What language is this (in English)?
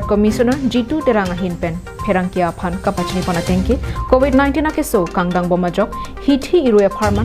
Karbi